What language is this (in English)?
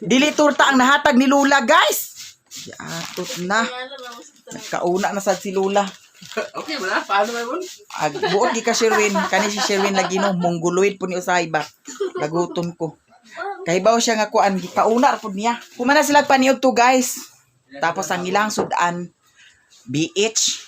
Cebuano